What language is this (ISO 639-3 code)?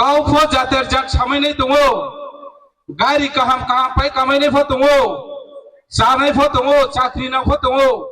ria